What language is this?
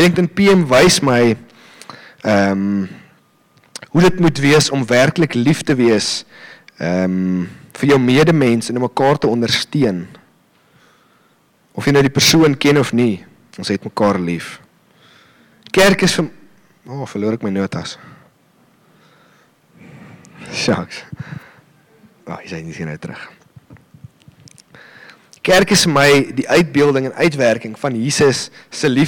Afrikaans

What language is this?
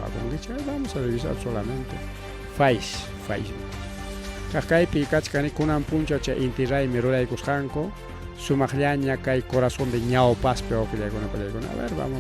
Ayacucho Quechua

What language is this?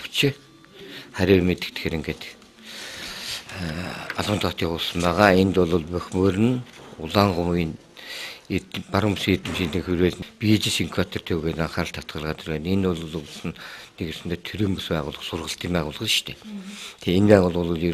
Mongolian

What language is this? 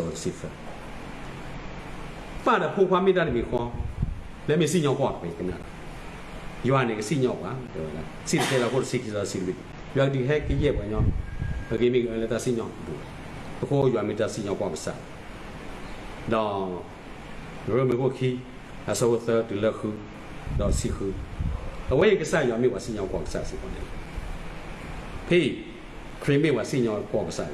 S'gaw Karen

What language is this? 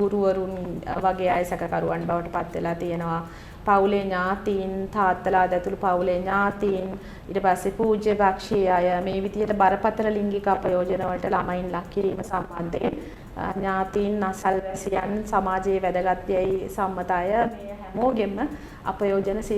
Sinhala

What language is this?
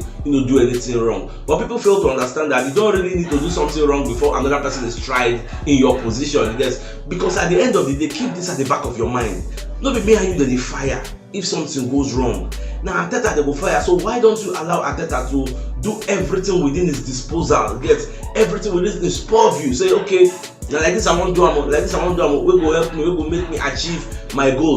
Nigerian Pidgin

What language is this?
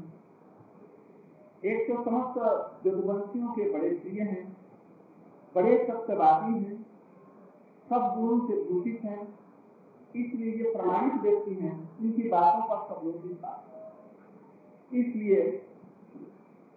Hindi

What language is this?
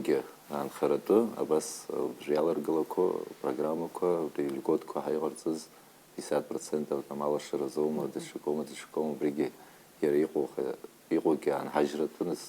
Abkhazian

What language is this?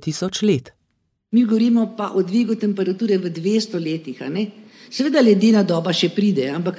Slovenian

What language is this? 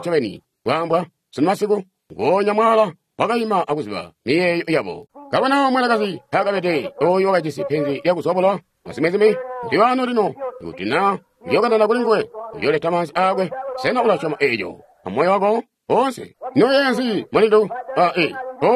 Tonga (Zambia)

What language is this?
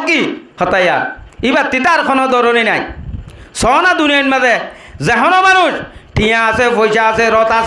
Rohingya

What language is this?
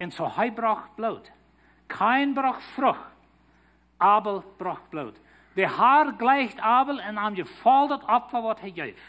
Plautdietsch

